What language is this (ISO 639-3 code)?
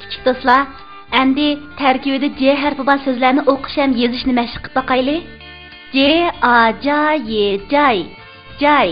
uig